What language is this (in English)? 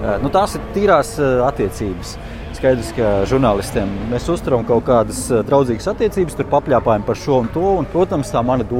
Latvian